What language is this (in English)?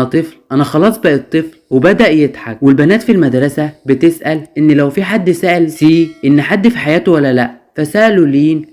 Egyptian Arabic